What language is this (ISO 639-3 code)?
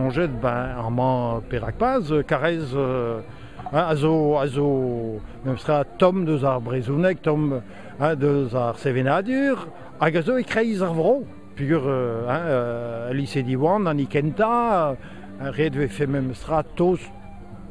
bre